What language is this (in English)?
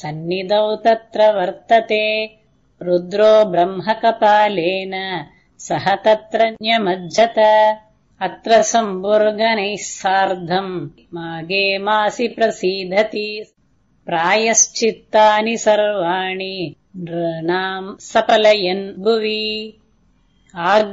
Sanskrit